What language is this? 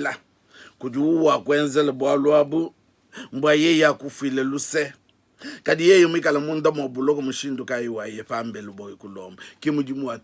Luba-Lulua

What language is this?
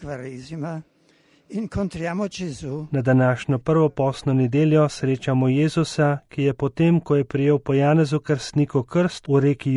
Slovenian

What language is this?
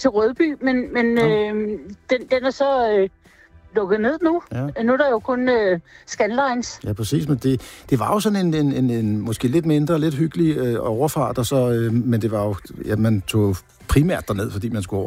Danish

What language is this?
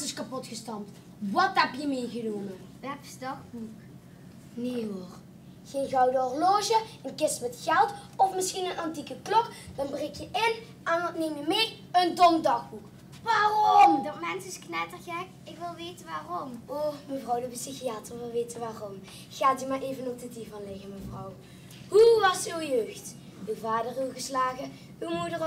Limburgish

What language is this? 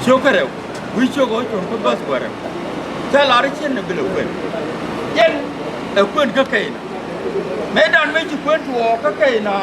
Nuer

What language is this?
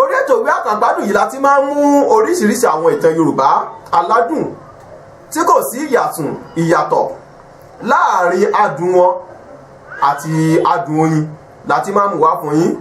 Yoruba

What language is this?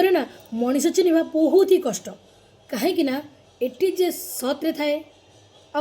Odia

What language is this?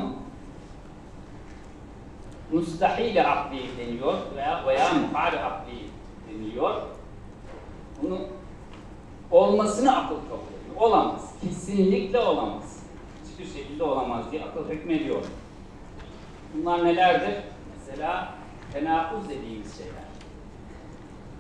Turkish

